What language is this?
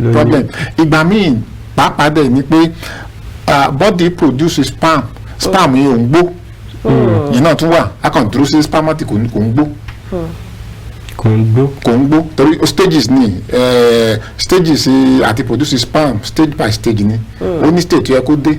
Yoruba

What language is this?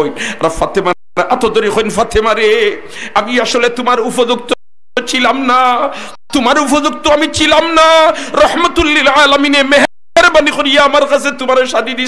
Sylheti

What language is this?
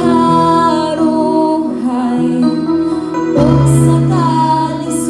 Cebuano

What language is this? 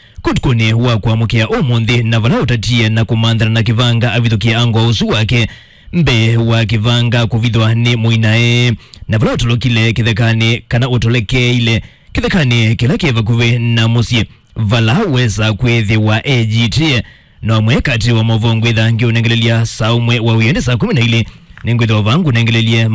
Kamba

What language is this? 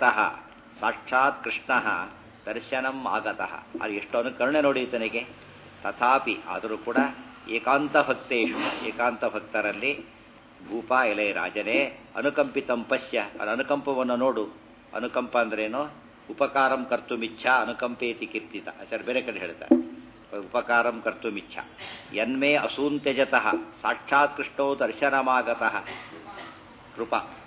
Kannada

